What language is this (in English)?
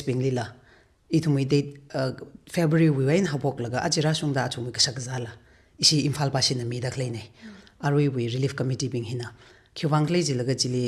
Tangkhul Naga (India)